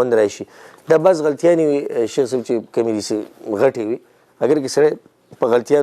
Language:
Pashto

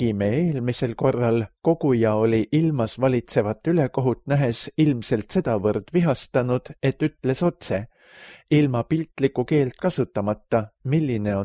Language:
Estonian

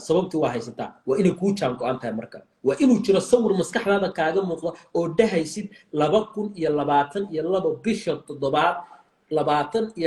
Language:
Somali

